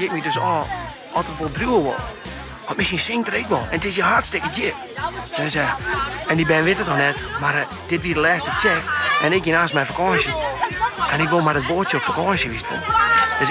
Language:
Western Frisian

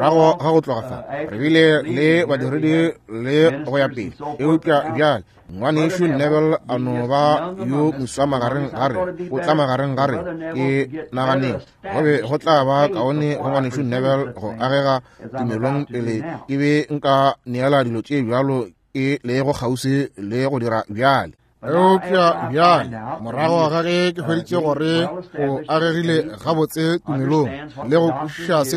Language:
Northern Sotho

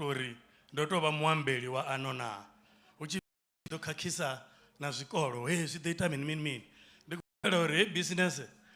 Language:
Venda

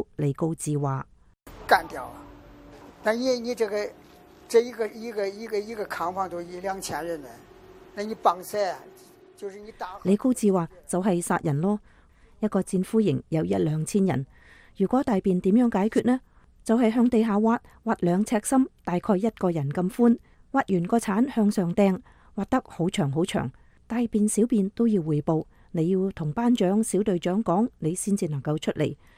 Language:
Cantonese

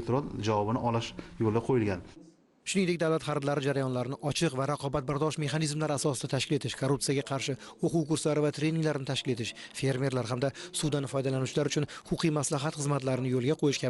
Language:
Uzbek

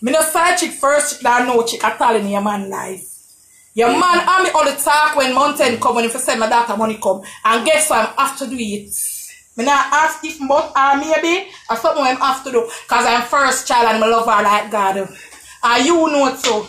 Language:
Jamaican Creole English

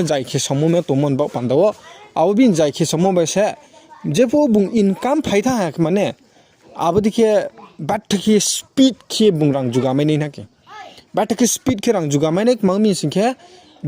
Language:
Riang (India)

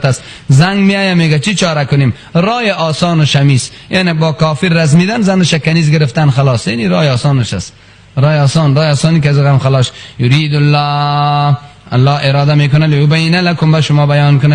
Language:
Persian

